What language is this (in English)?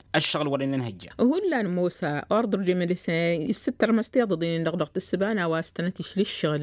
Tamasheq